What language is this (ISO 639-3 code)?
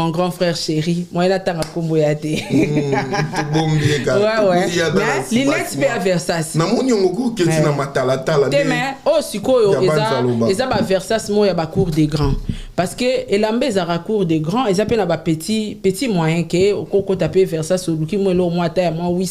lin